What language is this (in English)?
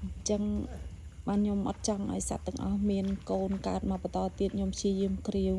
Khmer